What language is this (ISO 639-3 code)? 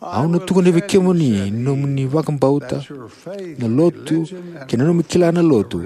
fij